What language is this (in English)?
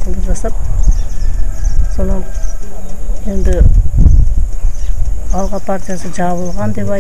Kazakh